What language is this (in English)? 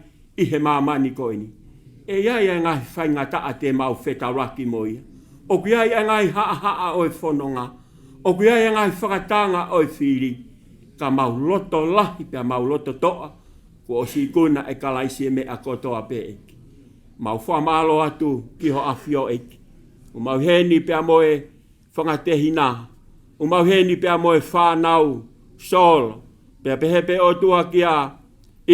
Tongan